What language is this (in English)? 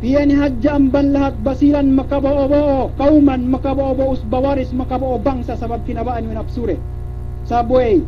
Yakan